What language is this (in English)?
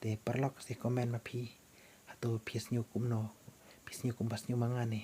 Khasi